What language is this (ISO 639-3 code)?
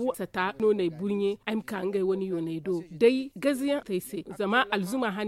dje